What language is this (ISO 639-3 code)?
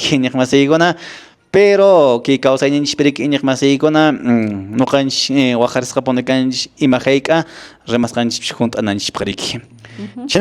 que